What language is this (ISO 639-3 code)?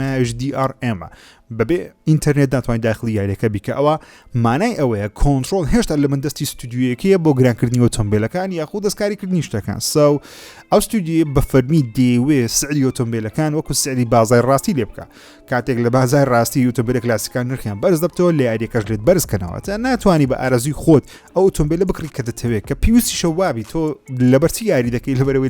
ckb